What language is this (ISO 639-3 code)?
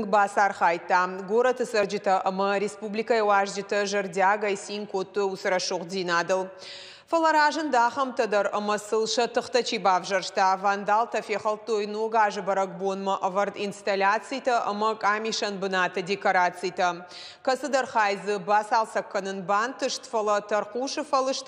oss